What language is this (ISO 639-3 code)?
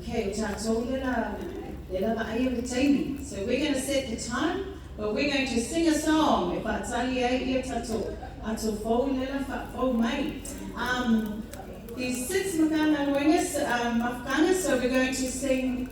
smo